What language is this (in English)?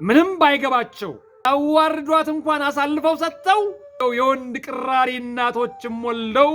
Amharic